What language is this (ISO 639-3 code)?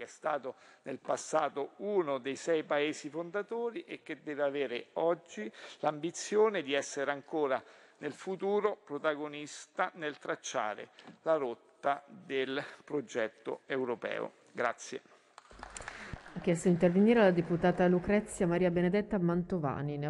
ita